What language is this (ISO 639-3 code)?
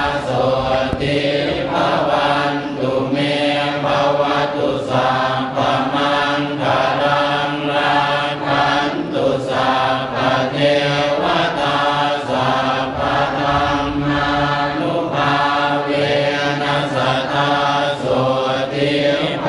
pli